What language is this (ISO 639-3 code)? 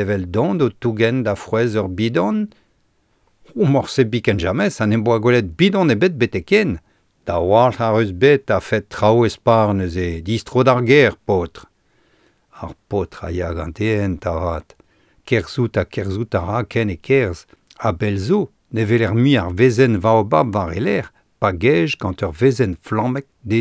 bre